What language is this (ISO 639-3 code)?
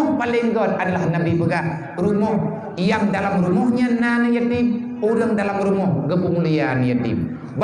ace